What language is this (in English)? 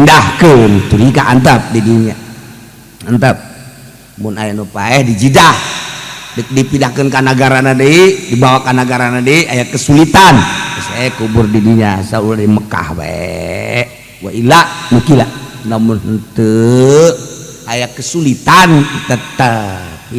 Sundanese